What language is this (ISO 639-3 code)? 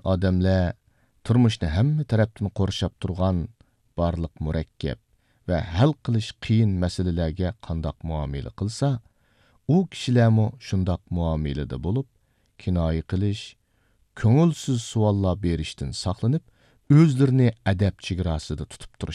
uig